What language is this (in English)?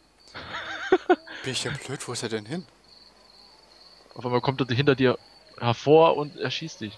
German